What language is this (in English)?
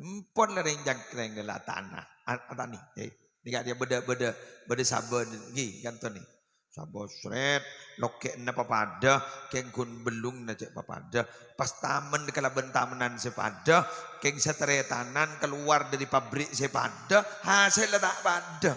Madurese